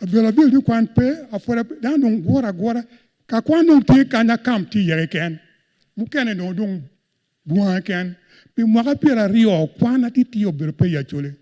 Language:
Acoli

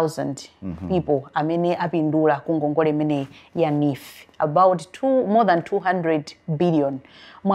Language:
Nyanja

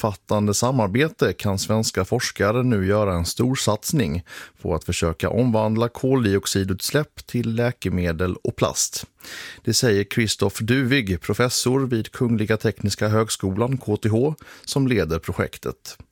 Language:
Swedish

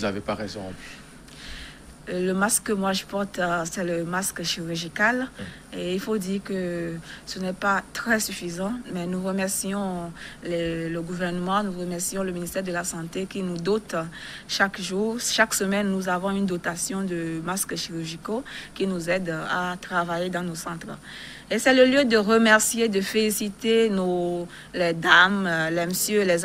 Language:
French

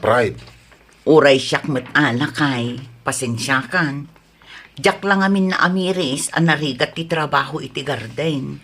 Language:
Iloko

